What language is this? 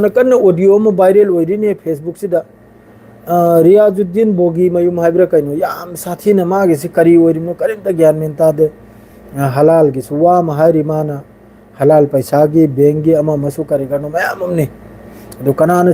Manipuri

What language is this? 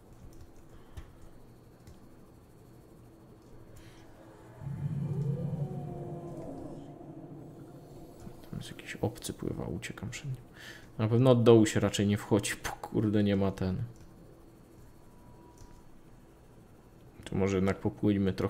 Polish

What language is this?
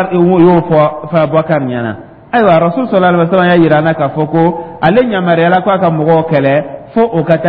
Dyula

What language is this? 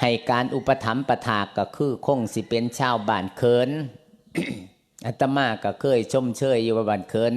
Lao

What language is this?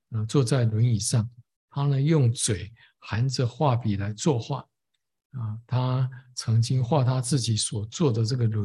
Chinese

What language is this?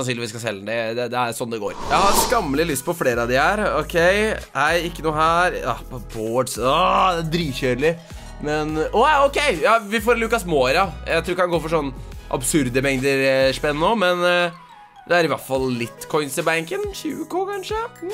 Norwegian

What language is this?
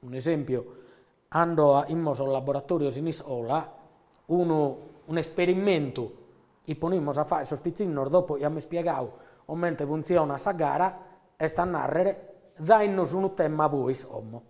Sardinian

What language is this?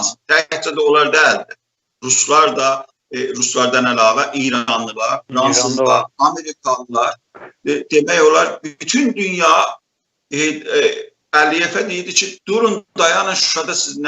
South Azerbaijani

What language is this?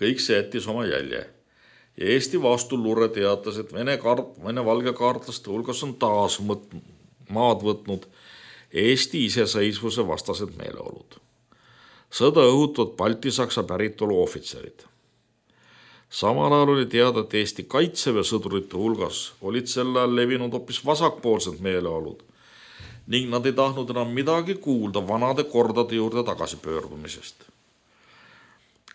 Estonian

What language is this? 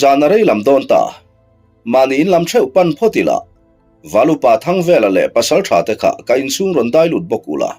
Mizo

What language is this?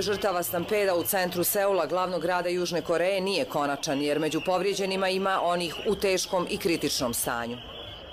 Croatian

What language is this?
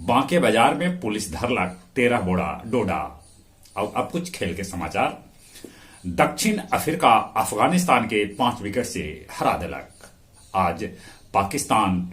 Magahi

